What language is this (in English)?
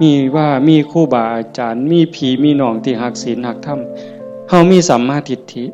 Northeastern Thai